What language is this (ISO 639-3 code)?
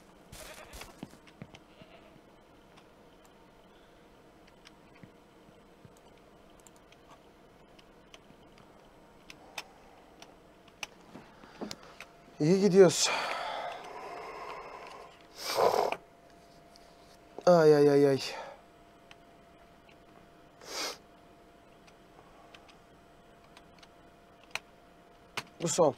tur